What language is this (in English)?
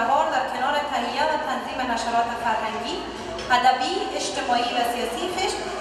Persian